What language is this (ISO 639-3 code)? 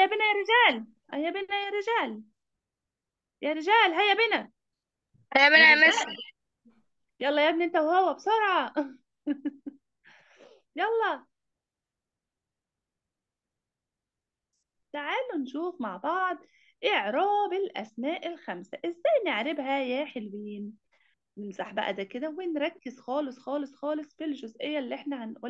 arz